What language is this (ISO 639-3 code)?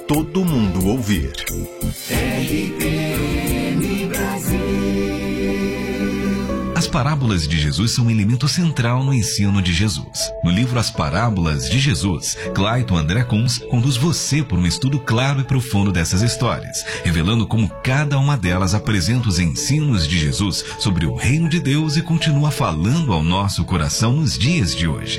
por